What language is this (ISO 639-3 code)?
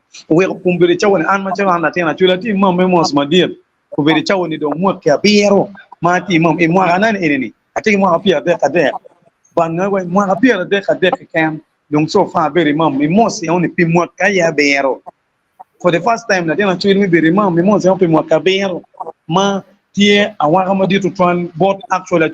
ach